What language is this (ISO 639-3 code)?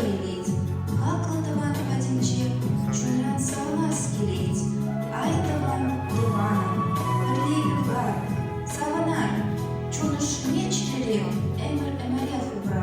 chv